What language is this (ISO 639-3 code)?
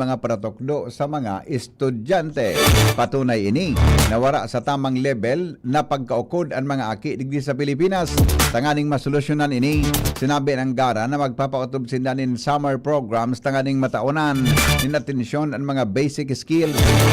bik